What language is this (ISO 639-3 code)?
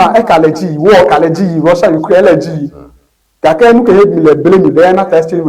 ewe